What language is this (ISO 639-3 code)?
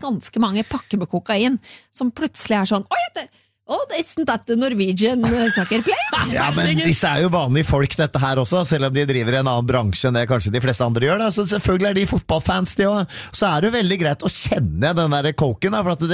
nor